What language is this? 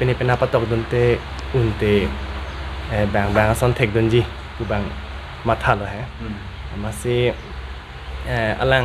Karbi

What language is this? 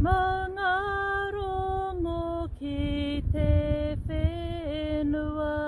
Māori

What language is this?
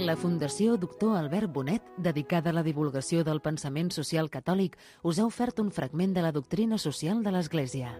Catalan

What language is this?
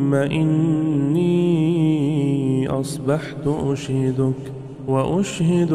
Arabic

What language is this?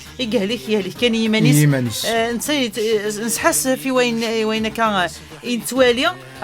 Kabyle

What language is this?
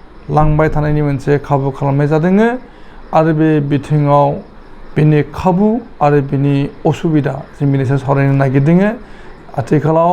Bodo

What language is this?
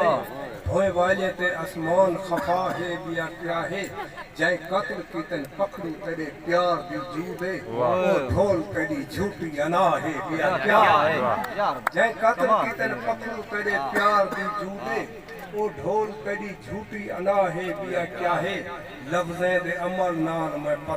Saraiki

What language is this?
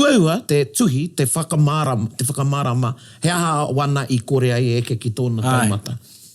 Māori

